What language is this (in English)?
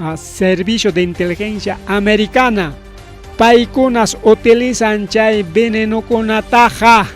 Ayacucho Quechua